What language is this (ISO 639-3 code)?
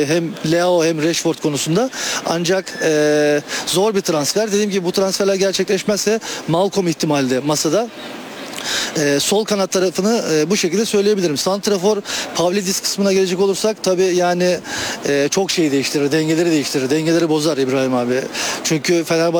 tur